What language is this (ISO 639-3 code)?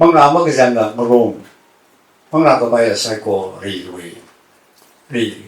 nmf